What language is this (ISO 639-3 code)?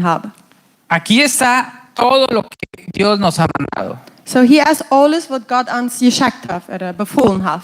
pdt